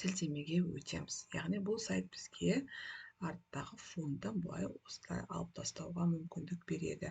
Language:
Kazakh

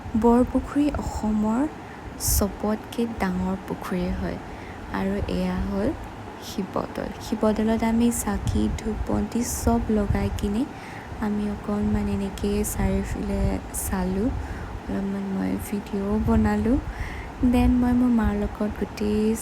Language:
Assamese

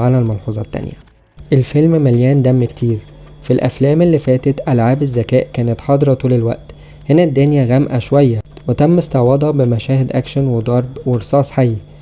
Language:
Egyptian Arabic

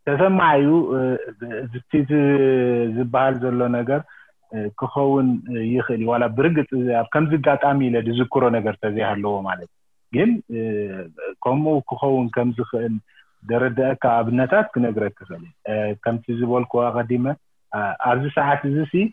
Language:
Tigrinya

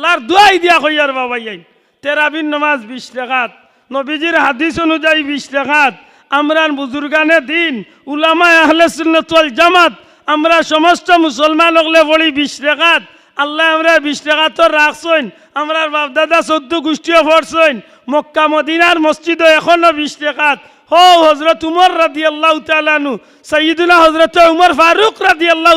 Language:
Sylheti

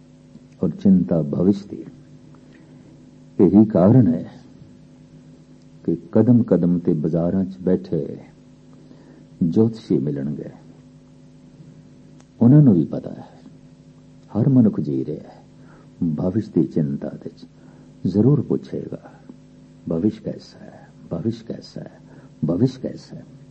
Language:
Punjabi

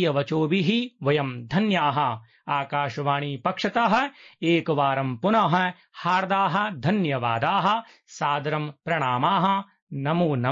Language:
Sanskrit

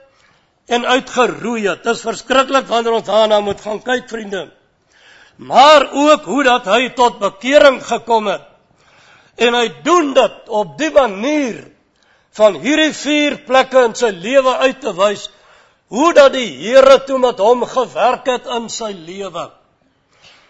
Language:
Afrikaans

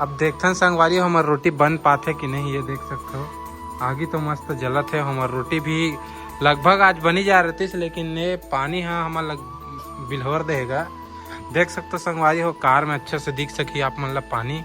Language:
Chhattisgarhi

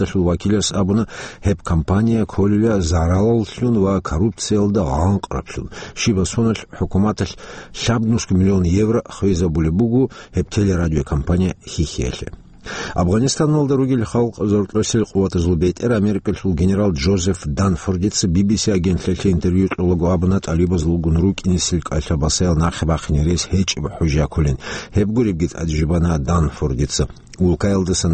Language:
Avaric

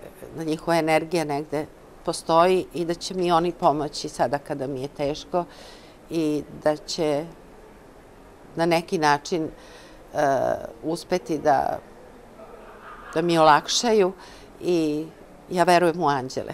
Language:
Serbian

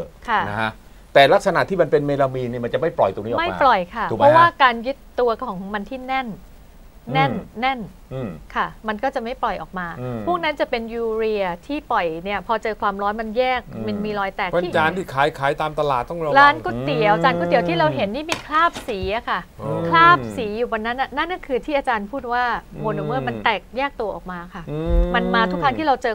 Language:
Thai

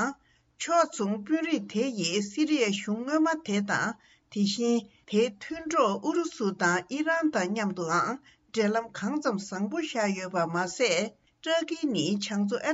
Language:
Tibetan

